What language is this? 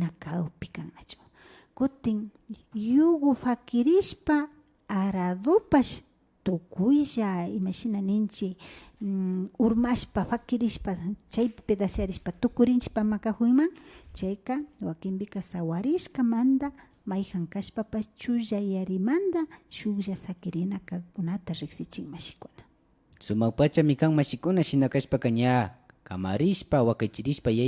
Imbabura Highland Quichua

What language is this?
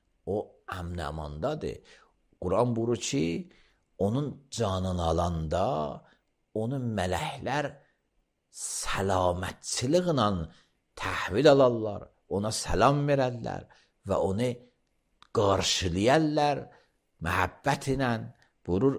Azerbaijani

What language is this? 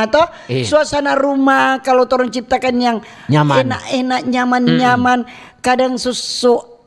Manado Malay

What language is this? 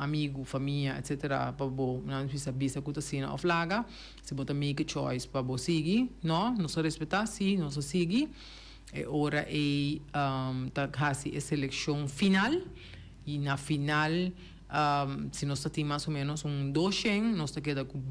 Papiamento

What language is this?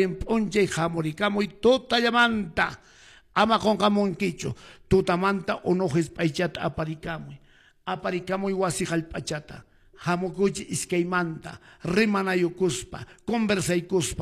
Quechua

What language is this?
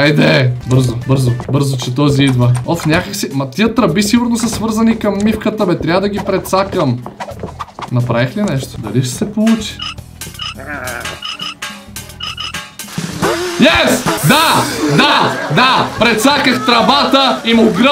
Bulgarian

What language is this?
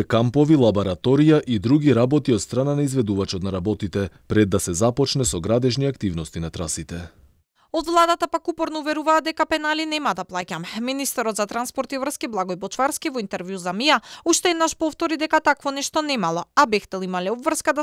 Macedonian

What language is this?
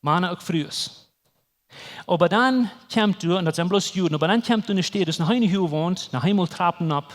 Plautdietsch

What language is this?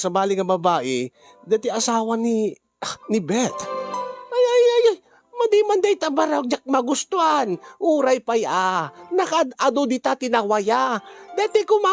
Iloko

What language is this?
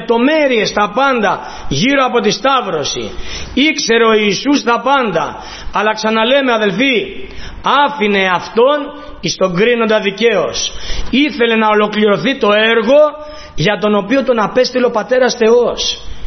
Greek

